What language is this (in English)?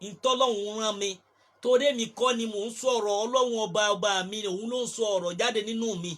Yoruba